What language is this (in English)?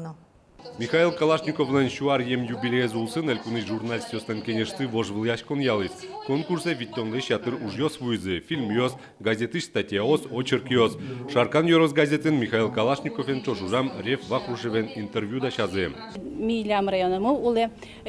Udmurt